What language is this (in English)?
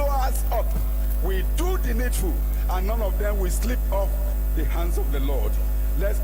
Ewe